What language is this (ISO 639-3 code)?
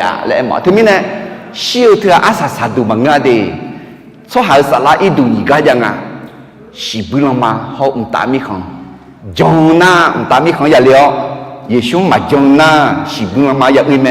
ahk